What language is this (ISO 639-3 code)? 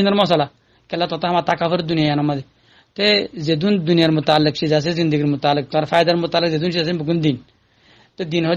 rhg